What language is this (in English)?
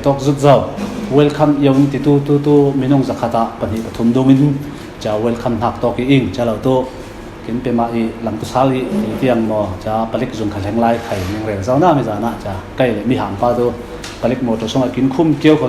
Falam Chin